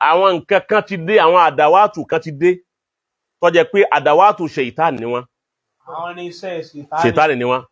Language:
Yoruba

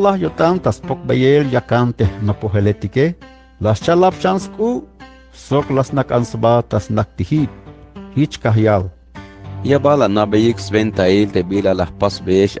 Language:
Tzeltal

